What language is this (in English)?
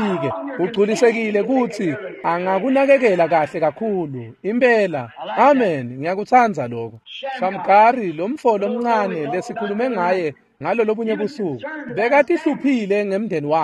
Swati